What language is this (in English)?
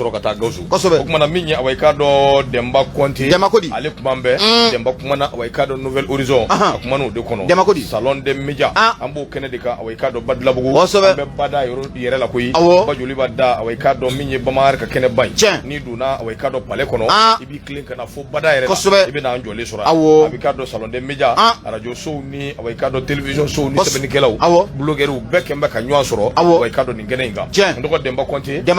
Bambara